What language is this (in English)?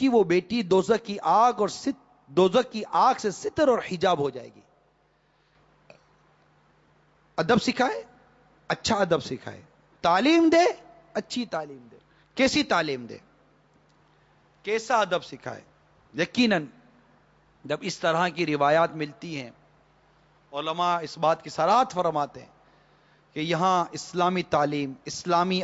Urdu